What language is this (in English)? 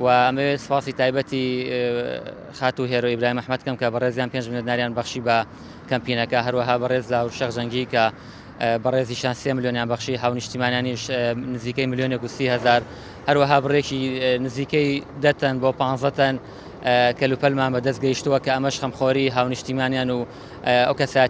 Central Kurdish